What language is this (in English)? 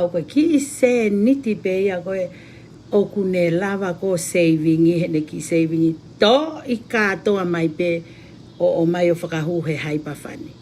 Tongan